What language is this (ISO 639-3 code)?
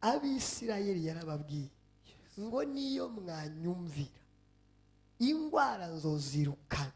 run